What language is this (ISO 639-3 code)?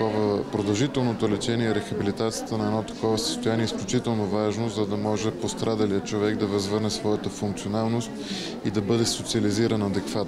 bul